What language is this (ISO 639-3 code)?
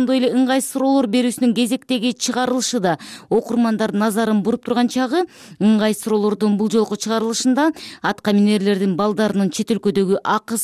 kir